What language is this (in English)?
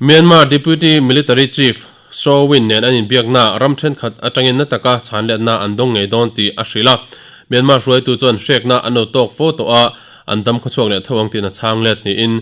Mizo